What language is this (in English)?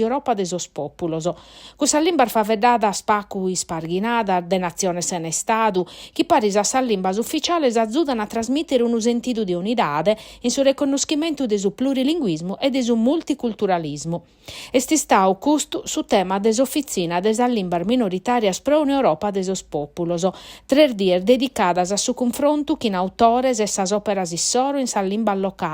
Sardinian